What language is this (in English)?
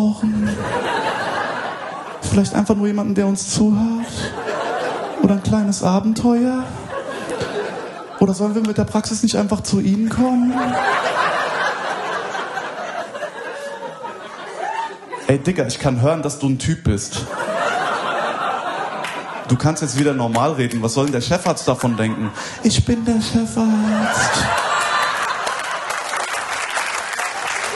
German